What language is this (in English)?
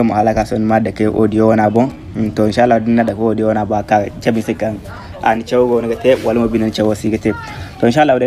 Zarma